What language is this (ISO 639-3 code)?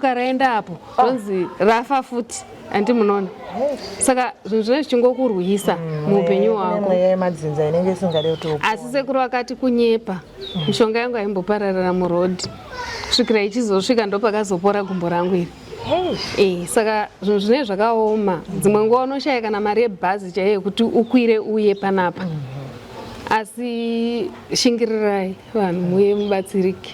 sna